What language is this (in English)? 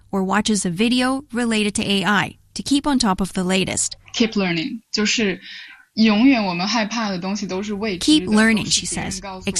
English